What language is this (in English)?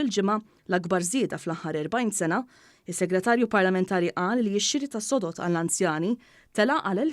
Maltese